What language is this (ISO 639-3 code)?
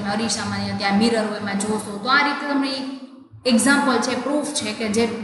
guj